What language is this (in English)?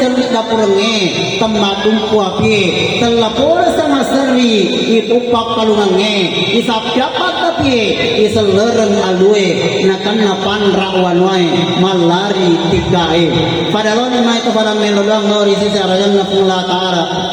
Buginese